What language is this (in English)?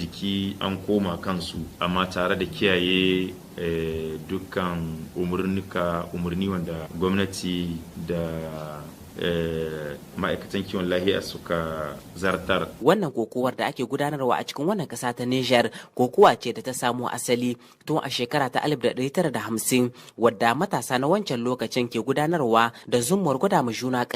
Hausa